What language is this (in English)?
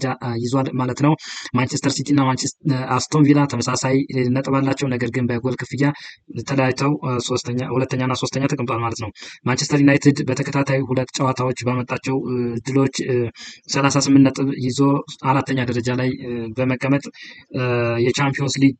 Amharic